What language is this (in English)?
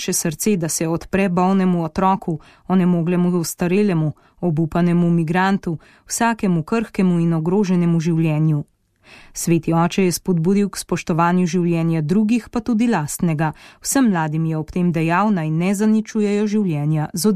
Slovenian